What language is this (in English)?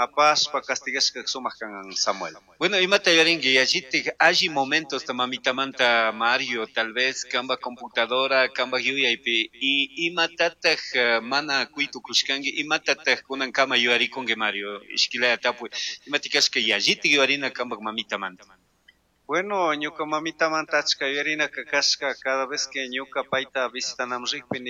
Chimborazo Highland Quichua